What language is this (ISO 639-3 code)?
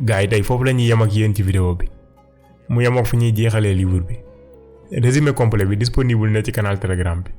wol